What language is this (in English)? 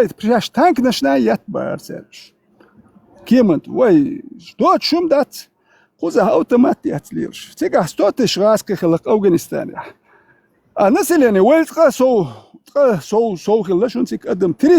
Chechen